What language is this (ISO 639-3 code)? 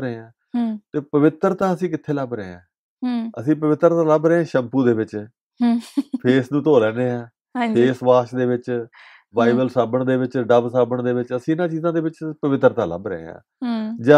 pan